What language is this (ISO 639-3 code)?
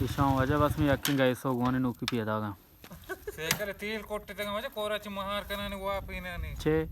bal